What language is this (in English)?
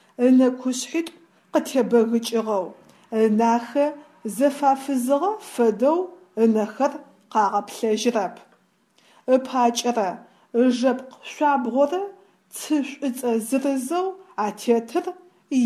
Adyghe